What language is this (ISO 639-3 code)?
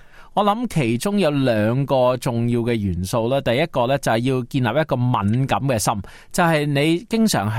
yue